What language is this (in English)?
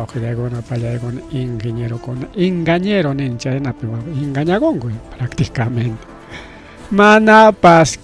Ayacucho Quechua